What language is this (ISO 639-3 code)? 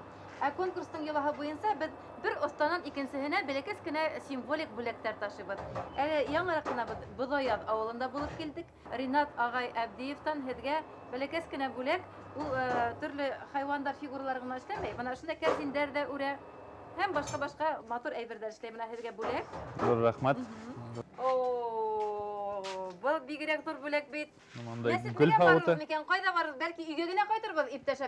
bak